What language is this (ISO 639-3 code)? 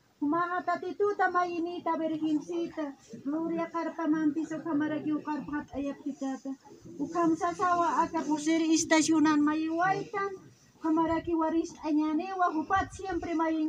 aym